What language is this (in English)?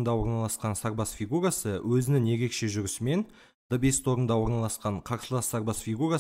Kazakh